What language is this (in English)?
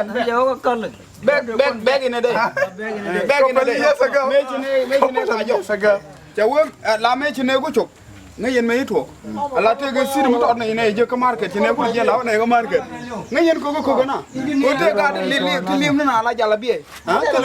Nuer